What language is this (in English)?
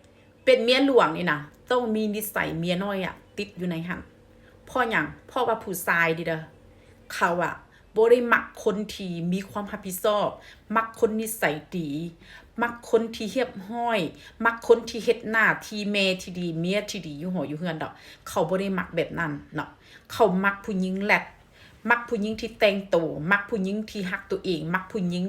Lao